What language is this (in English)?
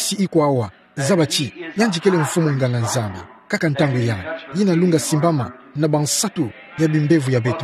Kituba (Democratic Republic of Congo)